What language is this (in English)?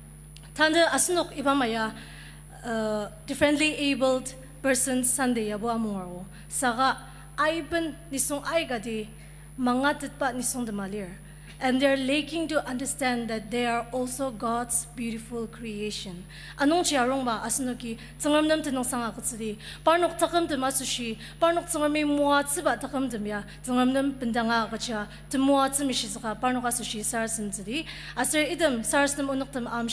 Ao Naga